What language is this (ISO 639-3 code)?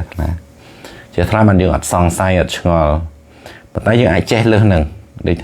khm